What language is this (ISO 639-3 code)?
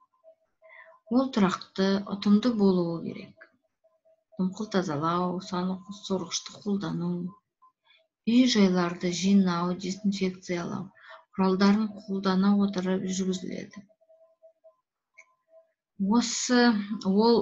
kaz